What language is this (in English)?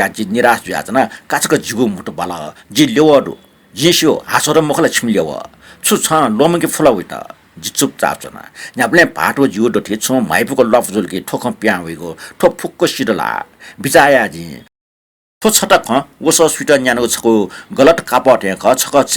Newari